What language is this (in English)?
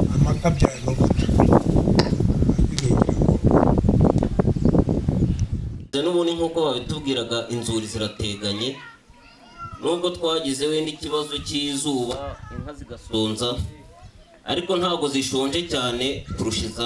Kinyarwanda